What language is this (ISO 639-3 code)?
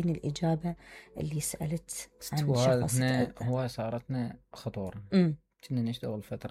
acm